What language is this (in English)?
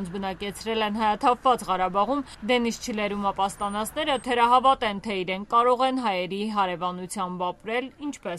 Armenian